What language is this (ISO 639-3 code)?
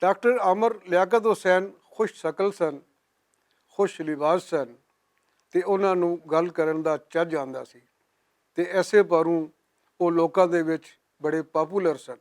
lah